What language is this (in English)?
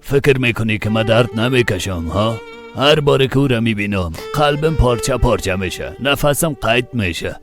Persian